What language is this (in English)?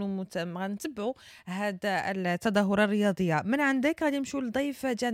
Moroccan Arabic